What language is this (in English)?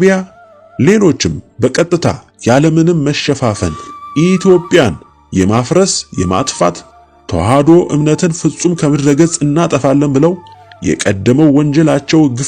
Amharic